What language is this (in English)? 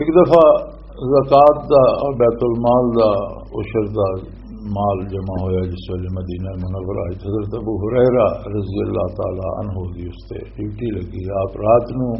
Western Panjabi